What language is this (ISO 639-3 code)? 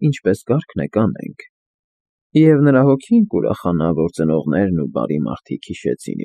hye